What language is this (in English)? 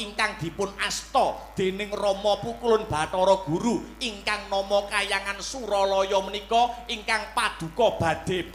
Javanese